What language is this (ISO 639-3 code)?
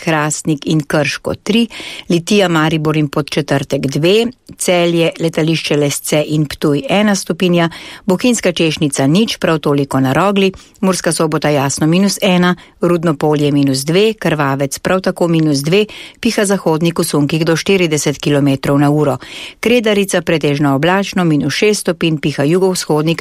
slv